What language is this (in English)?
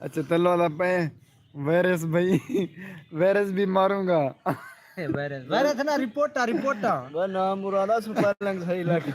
Saraiki